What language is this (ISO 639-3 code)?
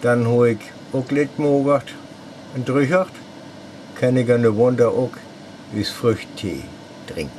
frr